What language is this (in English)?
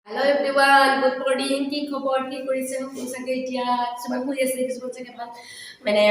Assamese